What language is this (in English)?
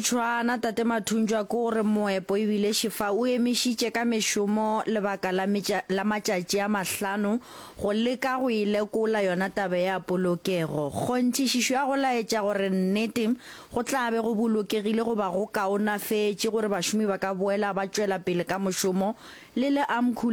Northern Sotho